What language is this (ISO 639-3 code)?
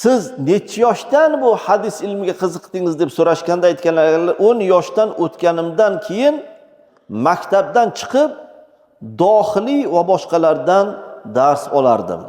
uzb